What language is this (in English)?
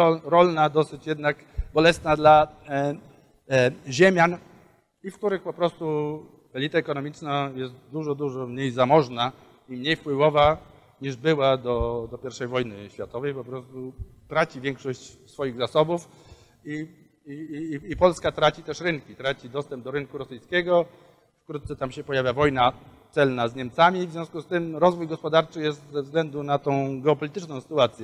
Polish